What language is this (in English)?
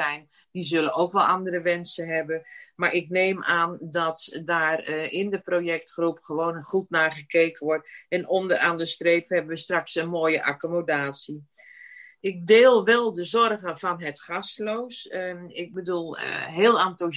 Dutch